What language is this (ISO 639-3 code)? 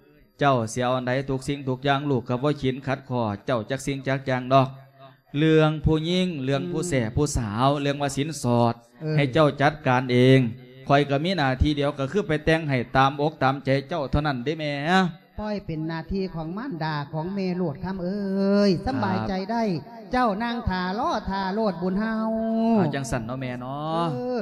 lao